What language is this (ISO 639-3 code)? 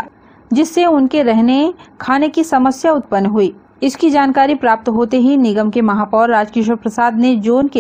hin